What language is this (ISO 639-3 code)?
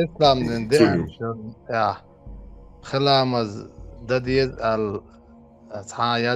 che